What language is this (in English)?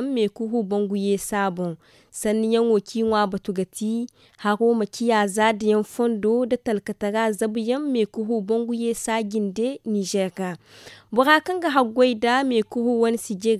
Zarma